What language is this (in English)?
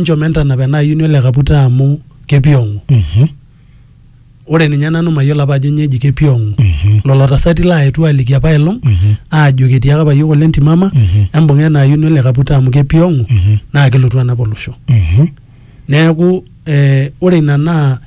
Masai